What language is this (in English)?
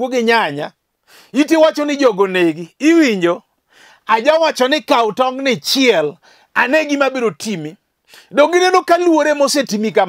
Luo (Kenya and Tanzania)